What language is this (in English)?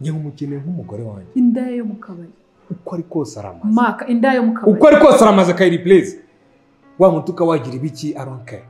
Kinyarwanda